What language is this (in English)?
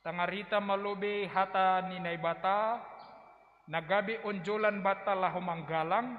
Batak Simalungun